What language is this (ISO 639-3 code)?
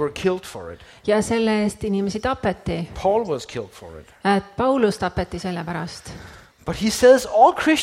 est